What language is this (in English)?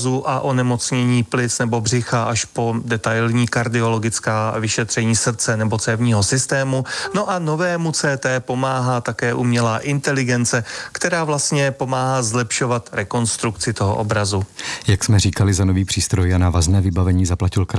Czech